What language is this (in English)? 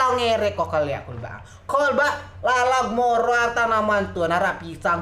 Rejang